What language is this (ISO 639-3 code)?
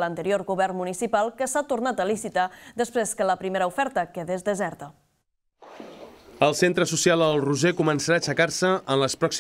cat